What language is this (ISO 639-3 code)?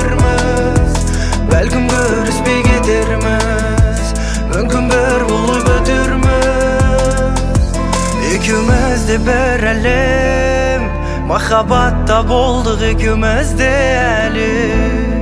kaz